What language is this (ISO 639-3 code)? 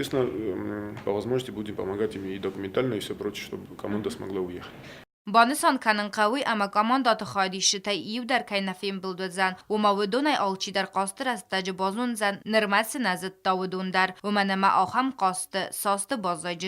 oss